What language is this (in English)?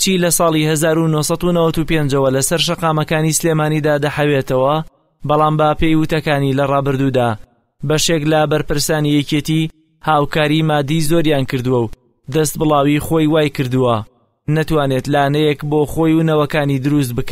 Central Kurdish